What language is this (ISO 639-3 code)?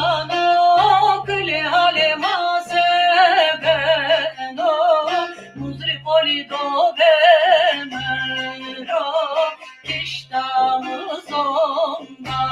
zza